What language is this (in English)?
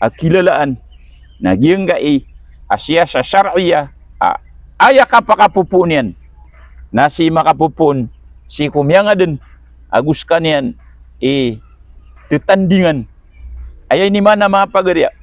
Maranao